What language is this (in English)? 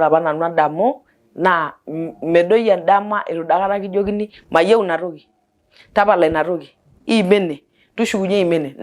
Masai